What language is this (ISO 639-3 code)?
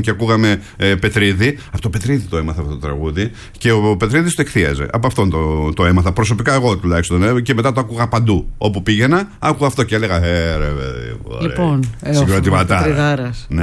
ell